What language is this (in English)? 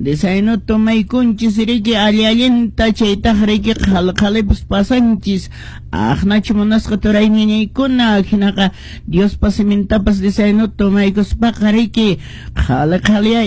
Quechua